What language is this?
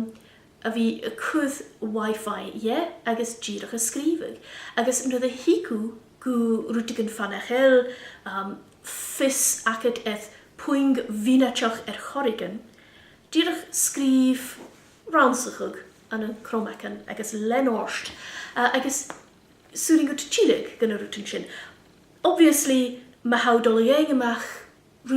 Scottish Gaelic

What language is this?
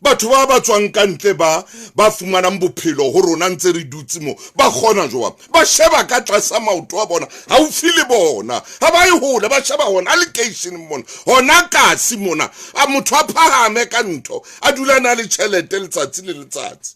Southern Sotho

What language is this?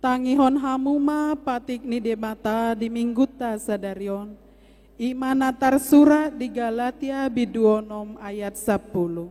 Batak Toba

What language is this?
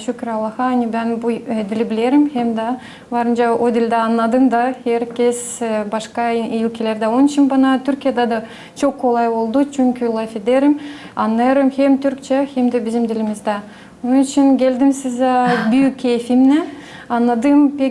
Gagauz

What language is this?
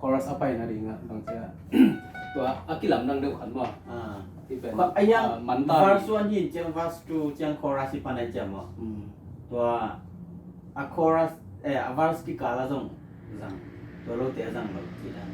Tedim Chin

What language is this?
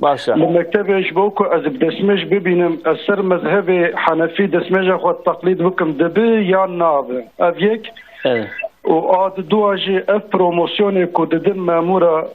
Kurdish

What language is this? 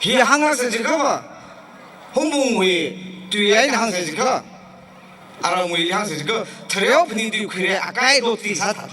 Tangkhul Naga (India)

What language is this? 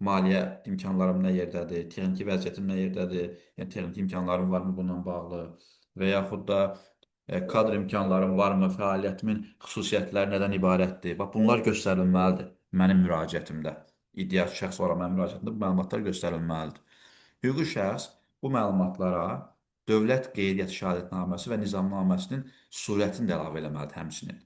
Azerbaijani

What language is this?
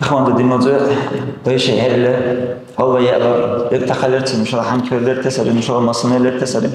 Dargwa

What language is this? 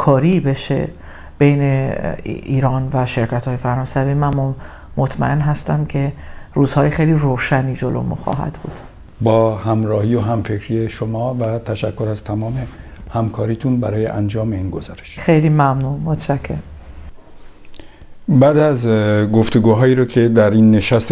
Persian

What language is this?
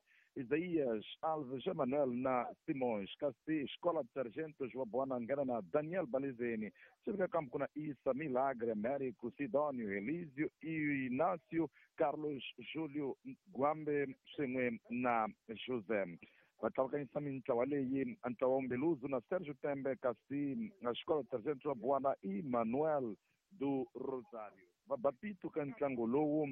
Tsonga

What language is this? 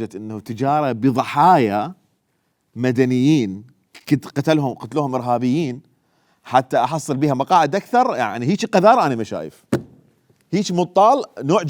Mesopotamian Arabic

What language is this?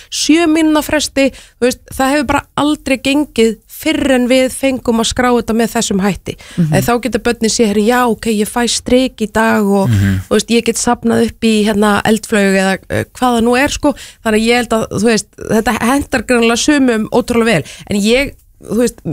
Icelandic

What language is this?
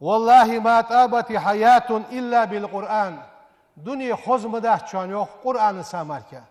Ingush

